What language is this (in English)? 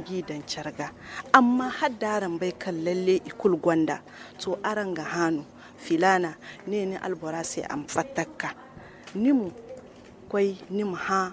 Zarma